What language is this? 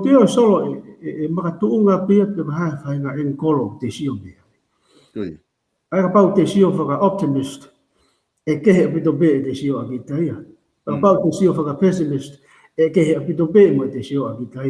Tongan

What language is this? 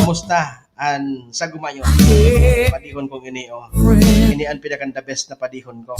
Bikol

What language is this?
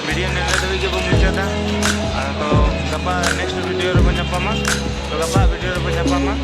Santali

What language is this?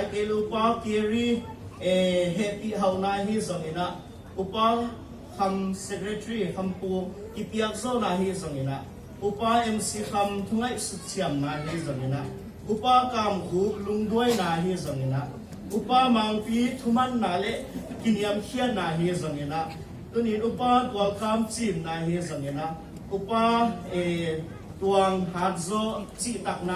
Tedim Chin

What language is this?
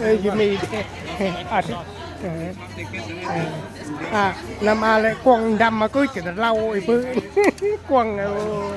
Central Mnong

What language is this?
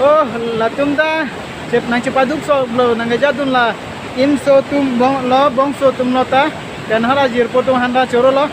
Karbi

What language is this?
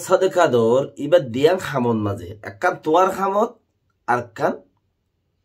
Rohingya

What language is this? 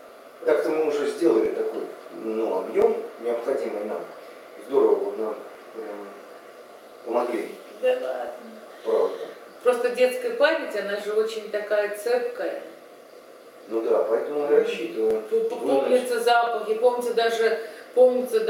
Russian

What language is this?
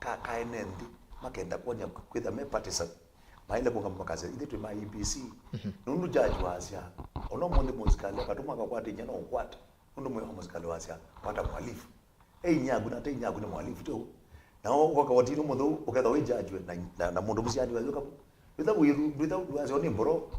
Kamba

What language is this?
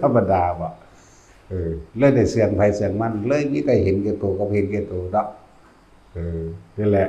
Northeastern Thai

